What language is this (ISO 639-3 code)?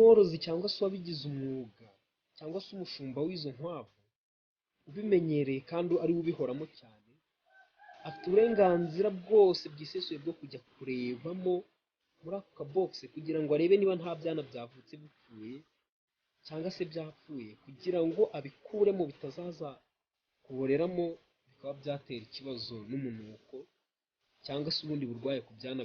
kin